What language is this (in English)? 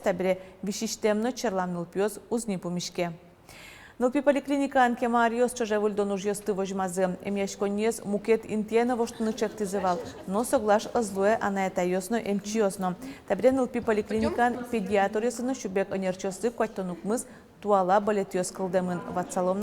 Udmurt